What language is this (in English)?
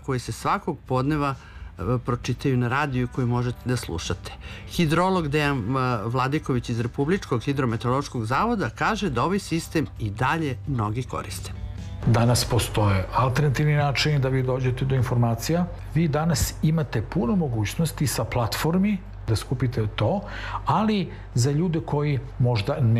Serbian